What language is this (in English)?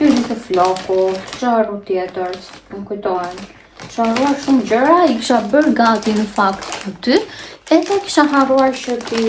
Albanian